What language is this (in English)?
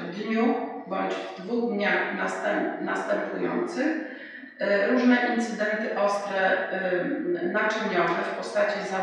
Polish